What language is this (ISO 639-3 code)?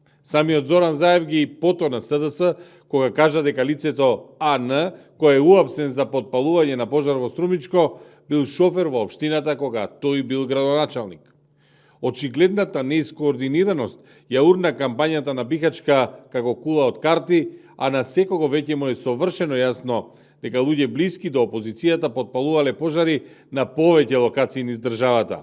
mkd